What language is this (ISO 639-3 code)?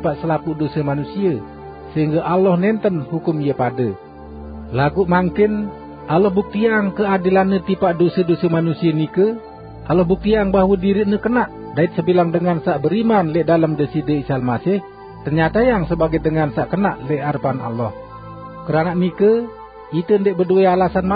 sas